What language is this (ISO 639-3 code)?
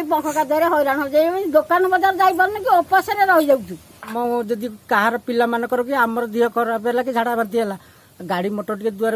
ori